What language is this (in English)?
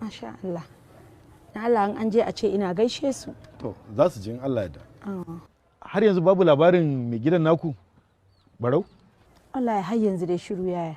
Hausa